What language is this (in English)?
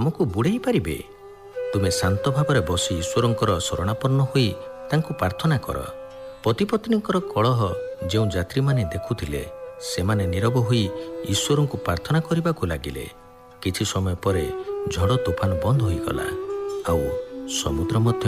Odia